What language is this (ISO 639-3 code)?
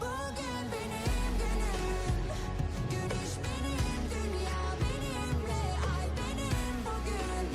kaa